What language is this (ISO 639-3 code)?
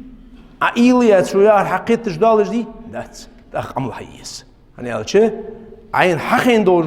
inh